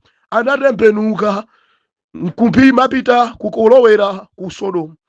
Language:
Nyanja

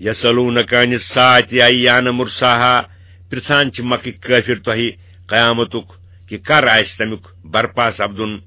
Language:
Kashmiri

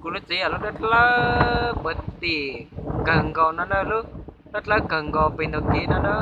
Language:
Hmong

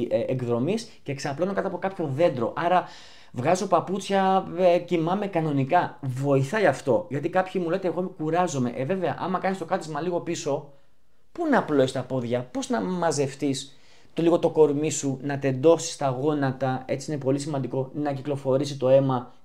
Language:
Greek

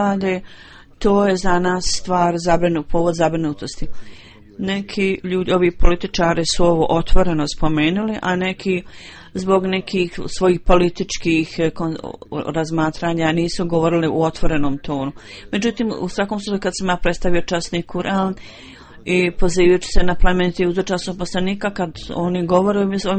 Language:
Bosnian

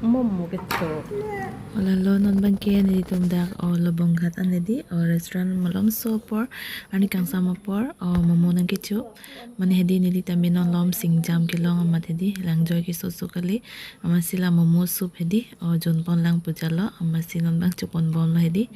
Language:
Karbi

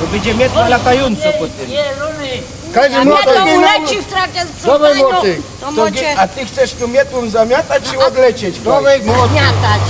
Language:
Silesian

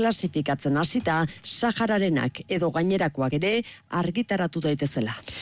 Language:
Basque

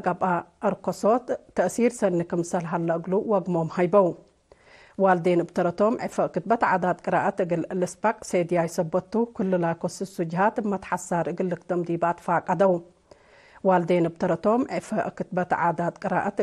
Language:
Tigre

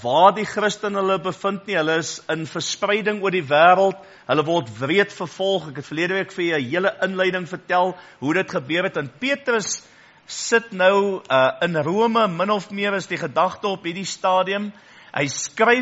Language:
Afrikaans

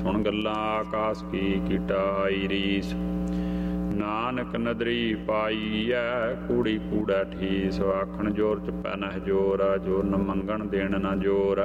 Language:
Punjabi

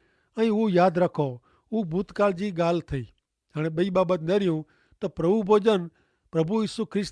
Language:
Kachhi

